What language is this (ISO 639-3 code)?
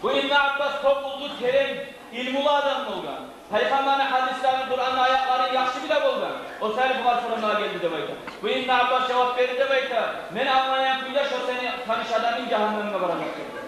kum